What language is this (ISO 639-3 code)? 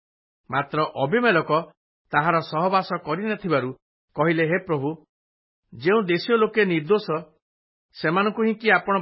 ori